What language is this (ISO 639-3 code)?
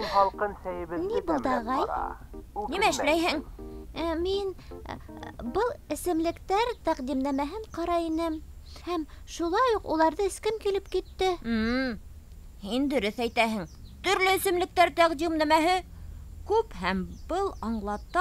bak